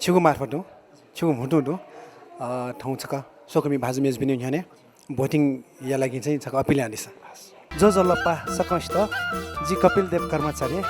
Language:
Newari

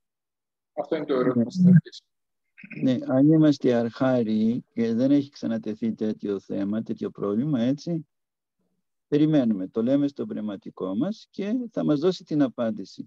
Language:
Greek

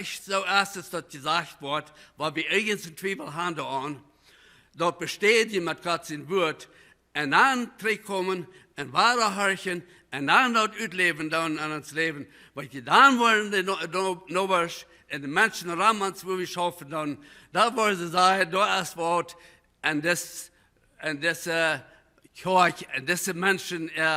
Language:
Plautdietsch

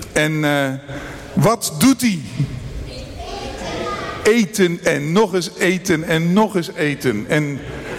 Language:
Dutch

